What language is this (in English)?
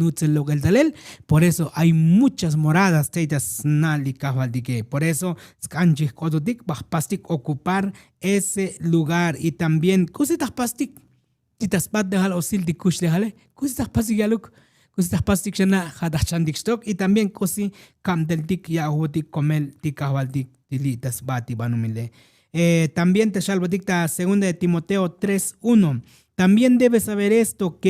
Tzotzil